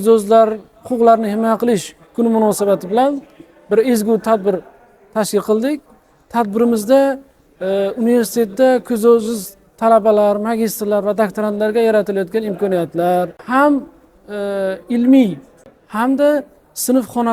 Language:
Uzbek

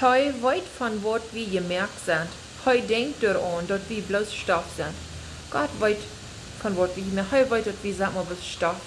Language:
Plautdietsch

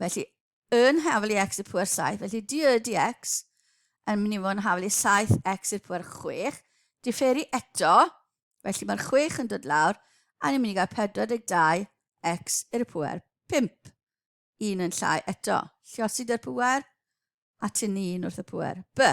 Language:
Welsh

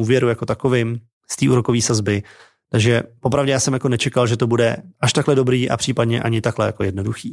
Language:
Czech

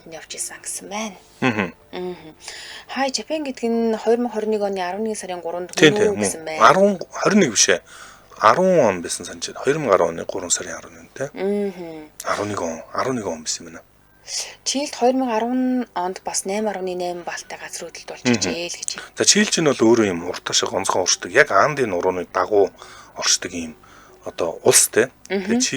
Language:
Mongolian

